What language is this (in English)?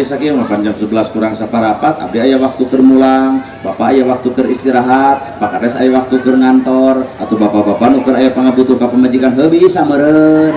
Sundanese